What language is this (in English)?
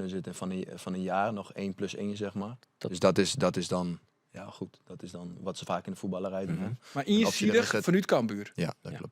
Western Frisian